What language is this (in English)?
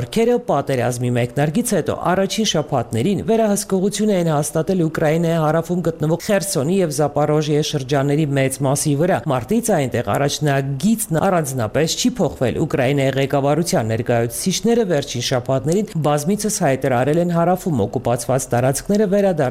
Armenian